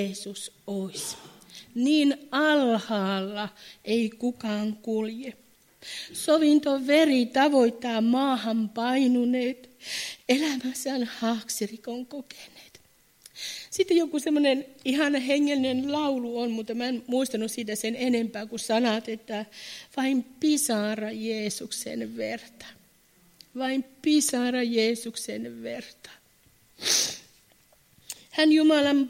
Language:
Finnish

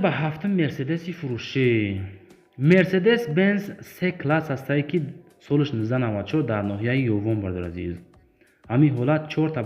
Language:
Tajik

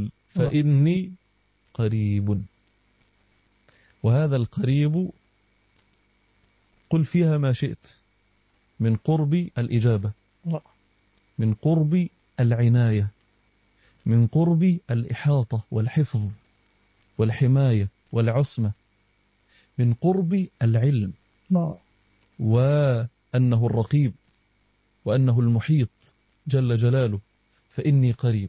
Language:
Arabic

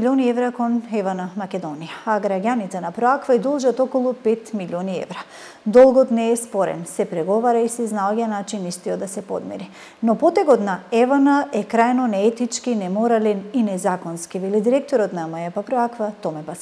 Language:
Macedonian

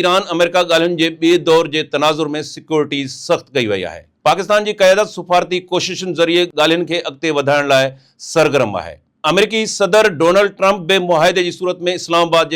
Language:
Sindhi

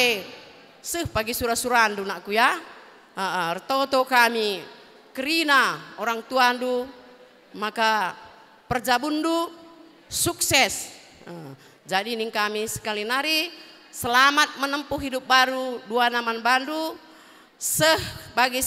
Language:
Batak Karo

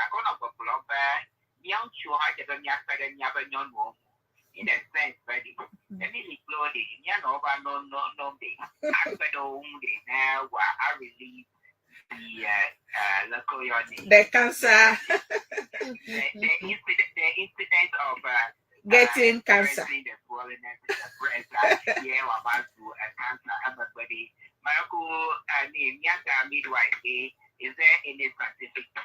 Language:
Ewe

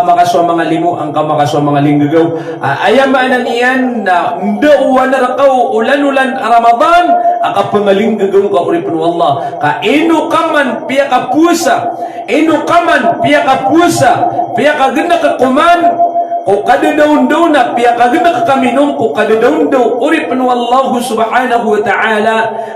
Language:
Maranao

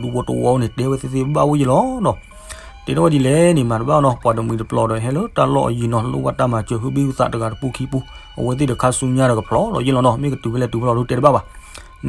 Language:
S'gaw Karen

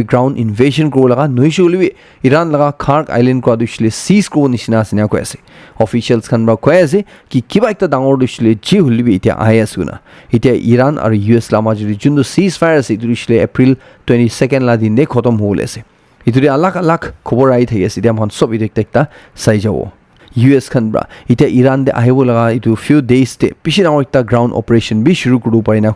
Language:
Naga Pidgin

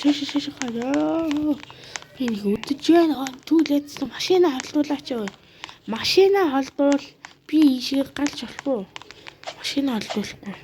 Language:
Mongolian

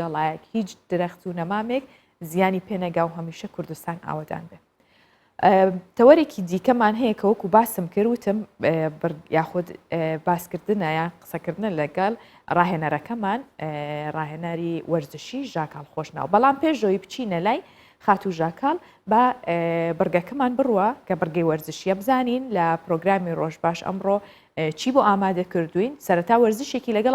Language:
Central Kurdish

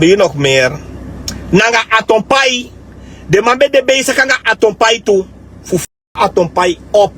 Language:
Sranan Tongo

